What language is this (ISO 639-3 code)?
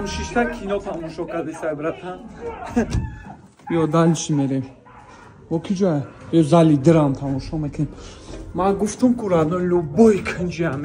tgk